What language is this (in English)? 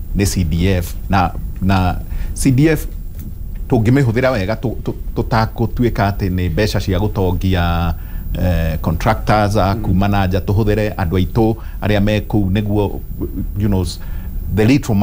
Kikuyu